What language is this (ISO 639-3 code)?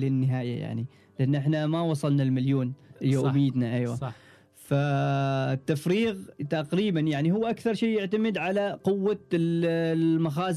afb